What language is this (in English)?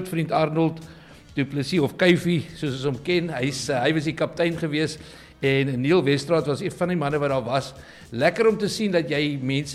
Afrikaans